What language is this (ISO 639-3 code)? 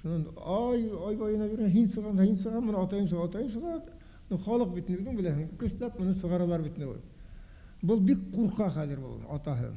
bak